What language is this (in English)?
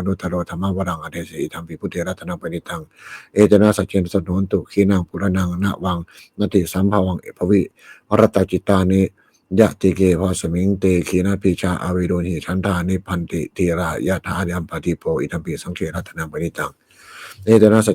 Pali